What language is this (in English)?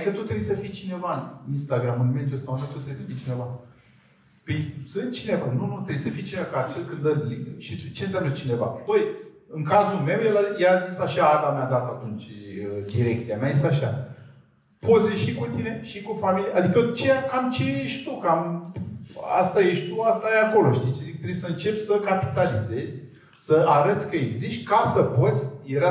Romanian